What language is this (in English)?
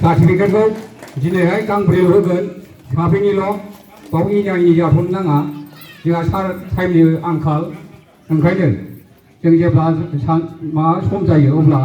Bodo